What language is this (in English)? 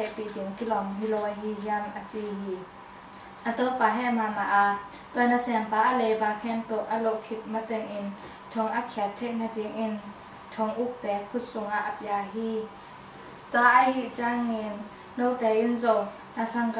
Tedim Chin